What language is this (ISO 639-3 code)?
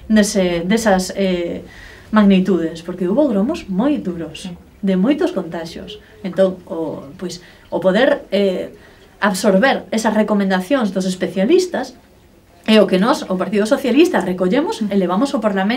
glg